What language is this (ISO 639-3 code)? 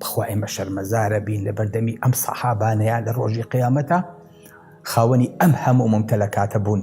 ckb